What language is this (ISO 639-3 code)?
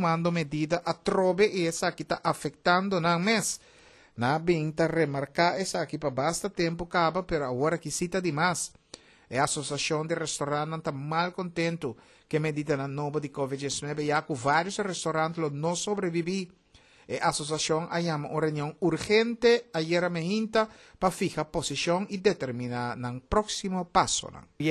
pap